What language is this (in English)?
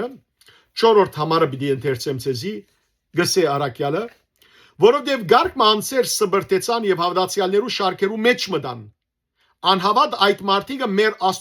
Western Armenian